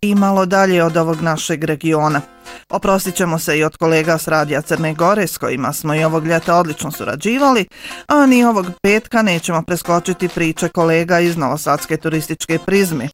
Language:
Bosnian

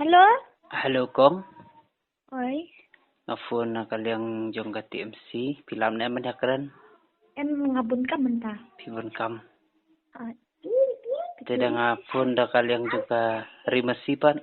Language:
Khasi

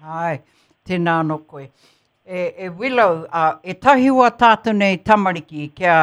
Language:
Māori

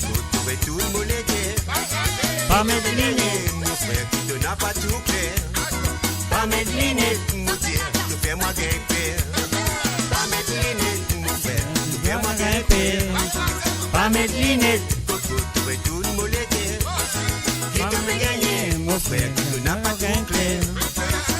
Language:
Morisyen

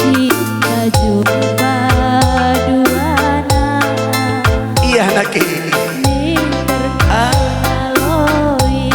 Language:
Batak Karo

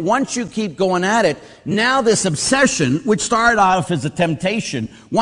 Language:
English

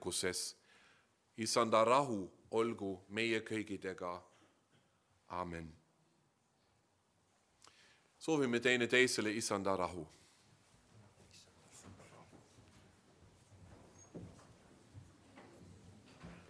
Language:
Estonian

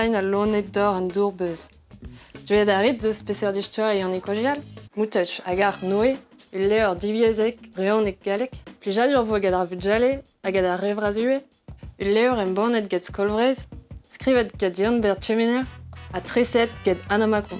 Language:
Breton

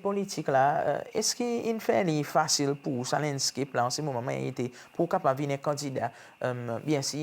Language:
Seselwa Creole French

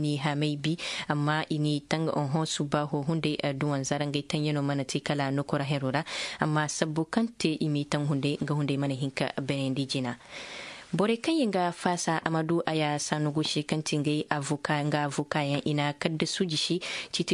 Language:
Zarma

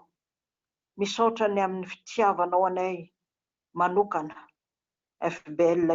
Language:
Malagasy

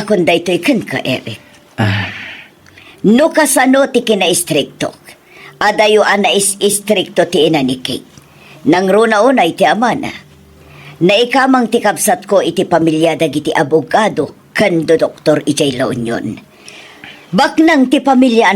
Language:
Iloko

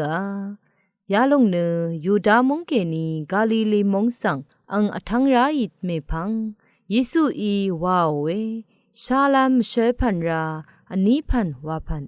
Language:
Rawang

